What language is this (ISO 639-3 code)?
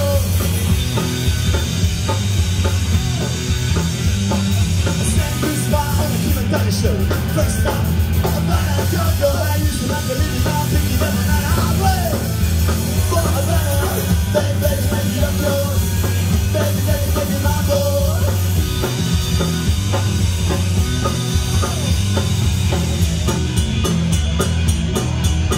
eng